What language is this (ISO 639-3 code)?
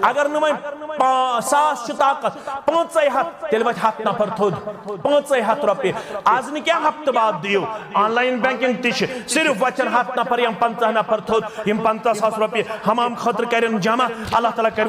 kas